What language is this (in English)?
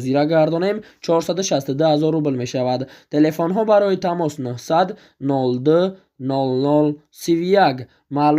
Tajik